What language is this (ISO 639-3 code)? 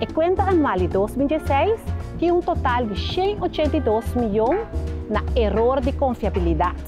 pap